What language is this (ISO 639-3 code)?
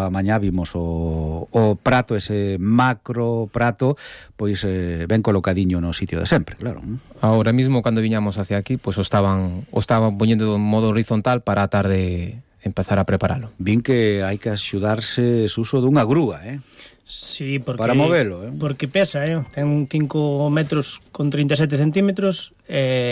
glg